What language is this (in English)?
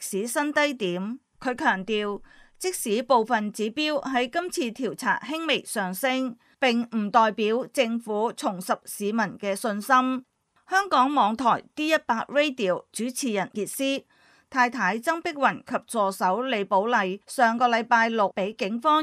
Cantonese